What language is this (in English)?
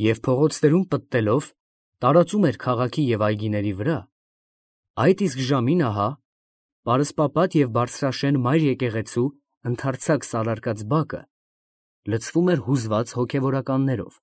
Armenian